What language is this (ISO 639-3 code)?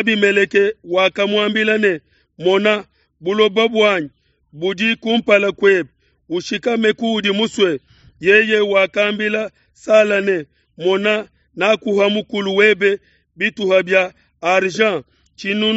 lua